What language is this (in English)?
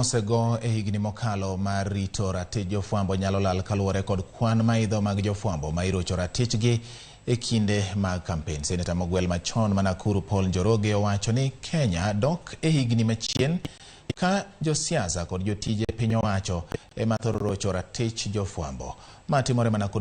Luo (Kenya and Tanzania)